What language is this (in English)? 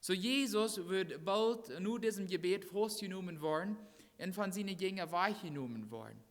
Plautdietsch